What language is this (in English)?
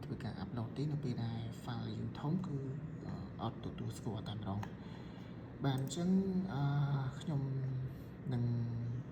Khmer